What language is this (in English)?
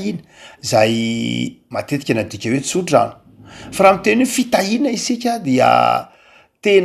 Malagasy